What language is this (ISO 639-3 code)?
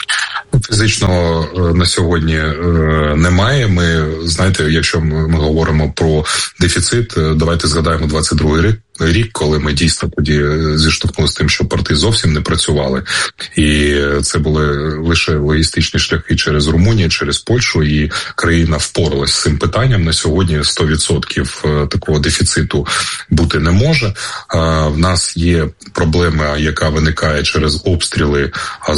ukr